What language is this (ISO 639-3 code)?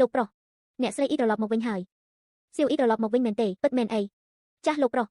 khm